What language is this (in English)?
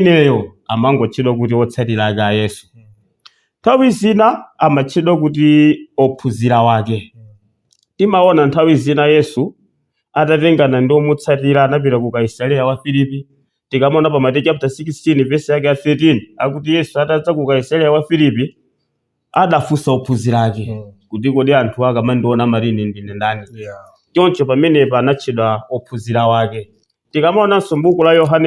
Nyanja